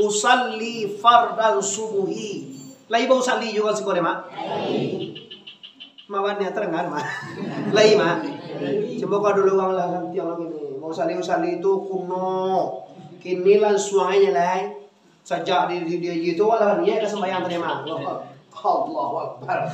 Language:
Minangkabau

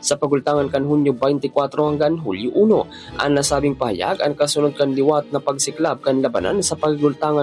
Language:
Bikol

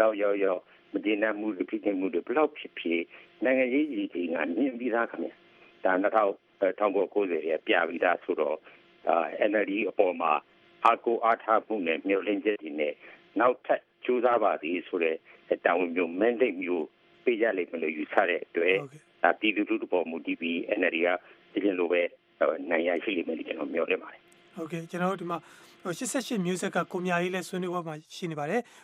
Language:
Burmese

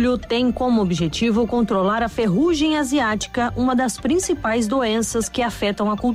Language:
Portuguese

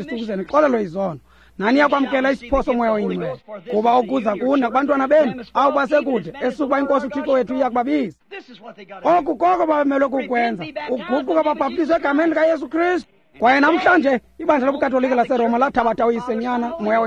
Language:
Xhosa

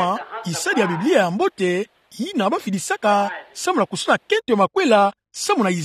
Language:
Kituba (Democratic Republic of Congo)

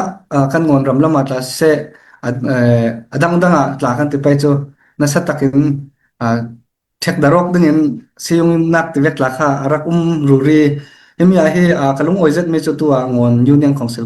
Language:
Falam Chin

